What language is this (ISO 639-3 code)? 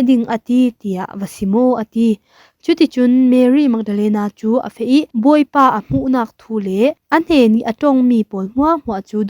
cfm